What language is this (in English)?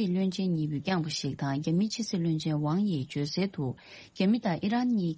Tibetan